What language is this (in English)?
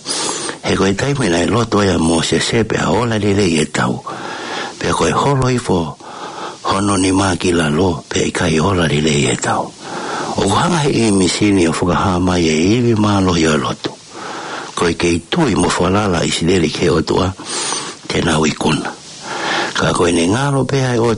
Tongan